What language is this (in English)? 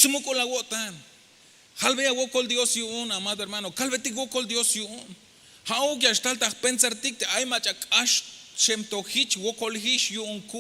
Tzeltal